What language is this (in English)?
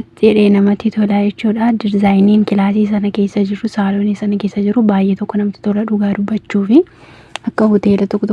Oromo